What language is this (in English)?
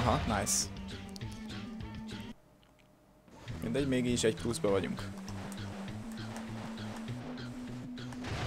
Hungarian